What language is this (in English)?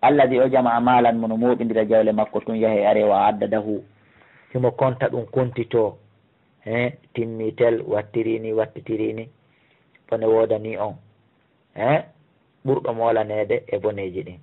Fula